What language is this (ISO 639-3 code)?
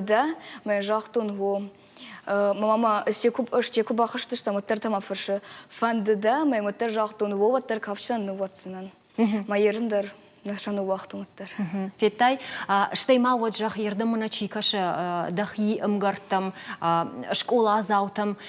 oss